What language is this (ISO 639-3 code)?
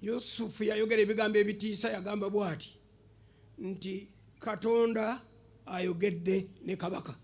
lug